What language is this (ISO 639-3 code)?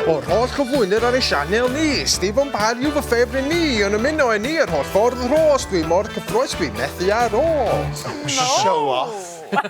cym